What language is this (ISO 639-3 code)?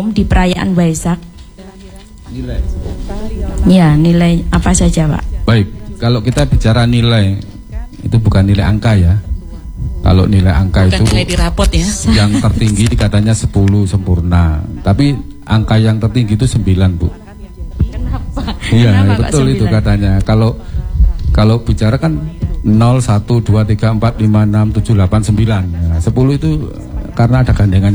ind